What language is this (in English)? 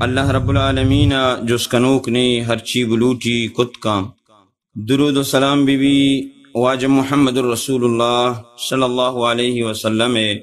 Baluchi